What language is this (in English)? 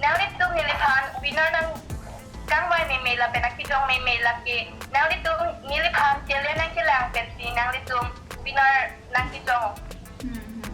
Karbi